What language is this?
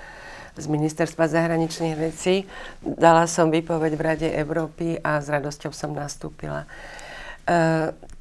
Slovak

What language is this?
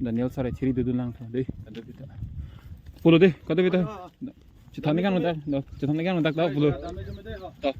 Karbi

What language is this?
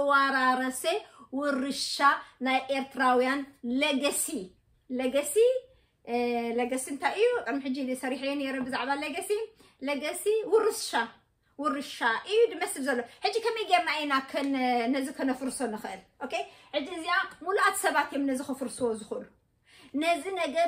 Tigrinya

